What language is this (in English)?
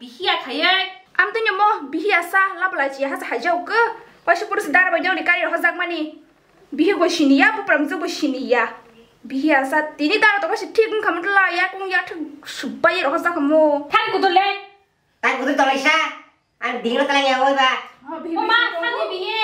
Kok Borok